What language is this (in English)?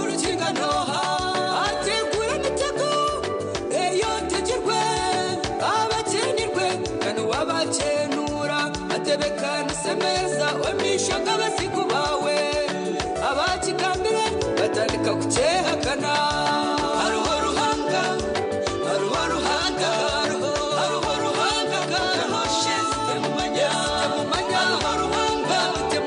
Nyankole